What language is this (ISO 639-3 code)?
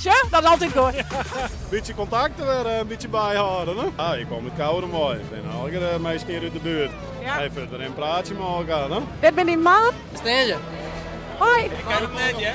fry